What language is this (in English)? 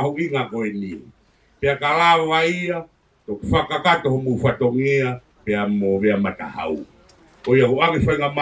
Tongan